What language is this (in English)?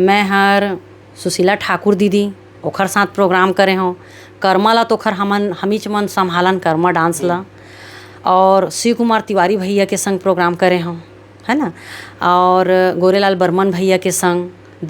Chhattisgarhi